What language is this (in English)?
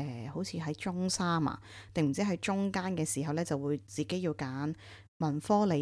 Cantonese